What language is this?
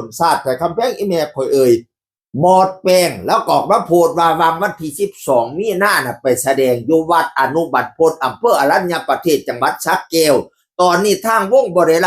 Northeastern Thai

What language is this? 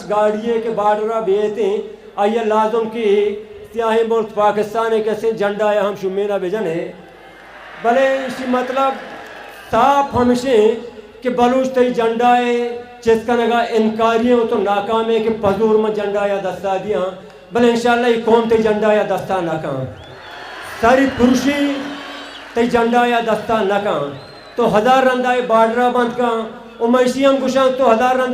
Baluchi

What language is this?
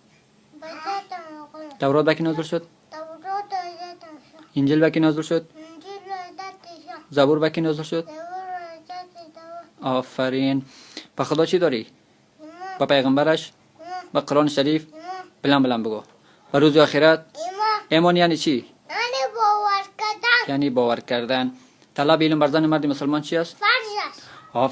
Tajik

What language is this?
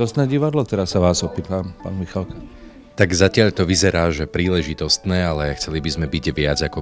Slovak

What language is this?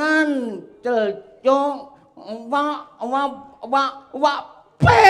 Javanese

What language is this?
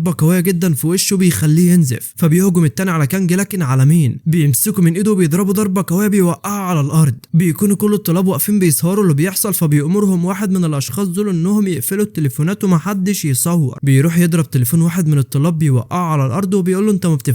Egyptian Arabic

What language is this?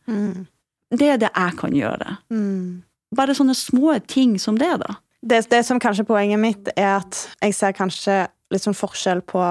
Norwegian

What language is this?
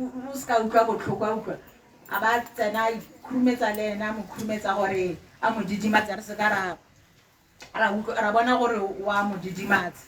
Tswana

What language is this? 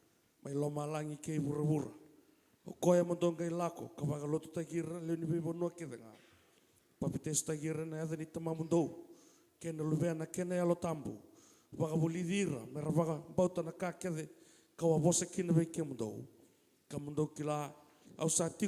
Fijian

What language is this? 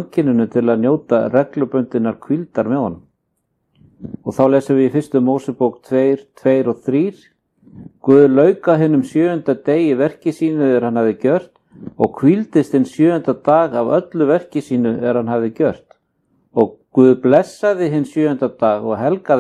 Icelandic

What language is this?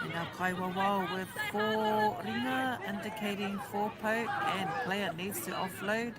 Māori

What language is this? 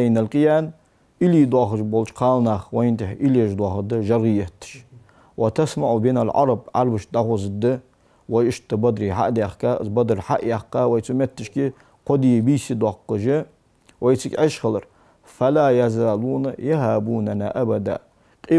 Ingush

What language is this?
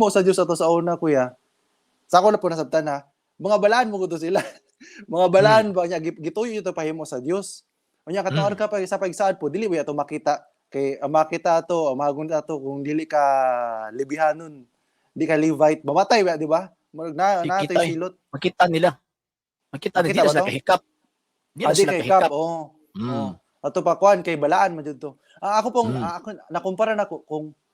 Cebuano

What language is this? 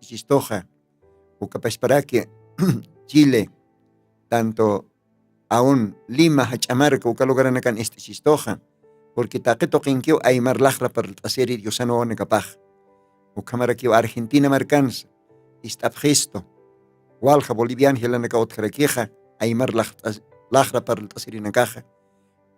Aymara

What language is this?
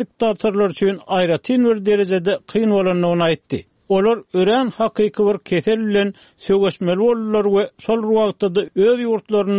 Turkmen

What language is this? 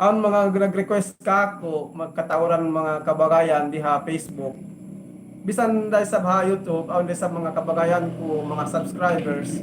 Yakan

